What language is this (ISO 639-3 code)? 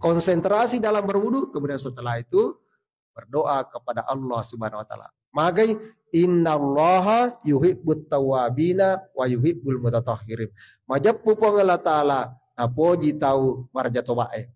bug